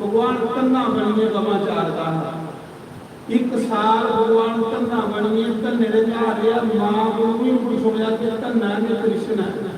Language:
Dogri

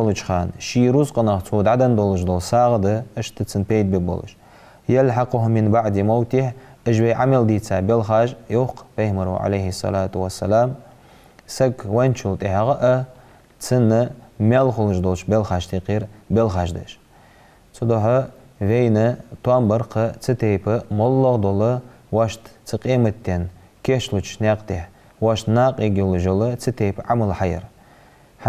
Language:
Ingush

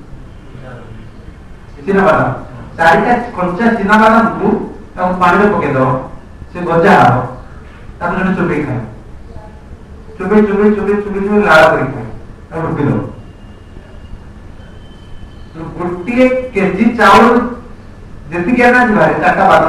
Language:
Odia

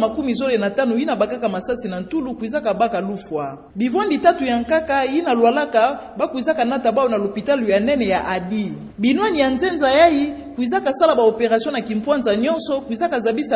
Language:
Kituba (Democratic Republic of Congo)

